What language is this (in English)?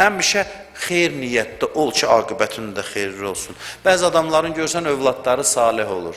Azerbaijani